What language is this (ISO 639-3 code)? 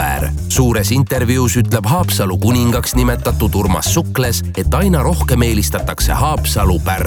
est